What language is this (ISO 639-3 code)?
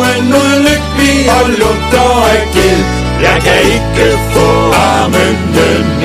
dan